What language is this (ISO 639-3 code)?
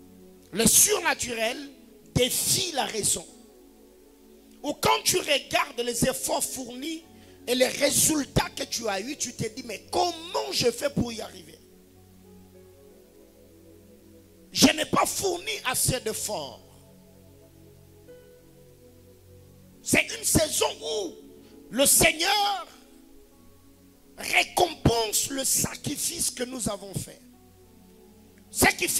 fra